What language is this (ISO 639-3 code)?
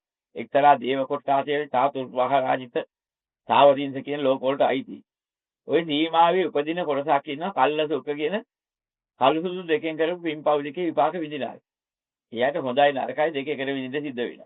sin